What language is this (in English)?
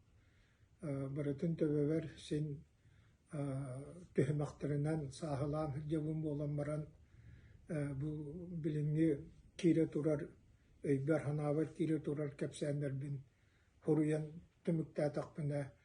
Yakut